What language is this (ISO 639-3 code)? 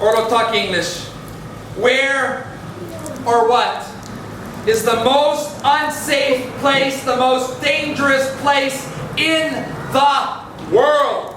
tpi